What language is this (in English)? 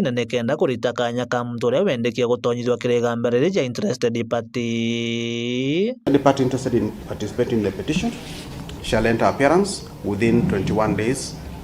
Meru